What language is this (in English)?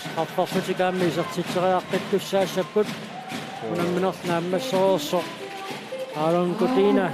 Kalaallisut